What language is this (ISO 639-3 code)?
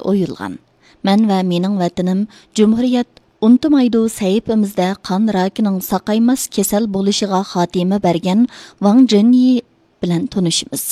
uig